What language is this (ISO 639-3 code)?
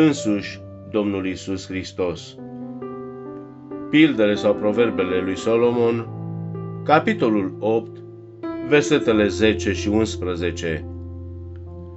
ron